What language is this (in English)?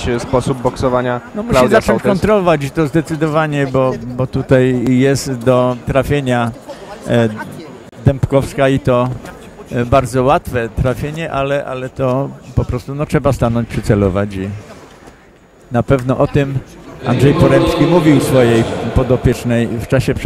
Polish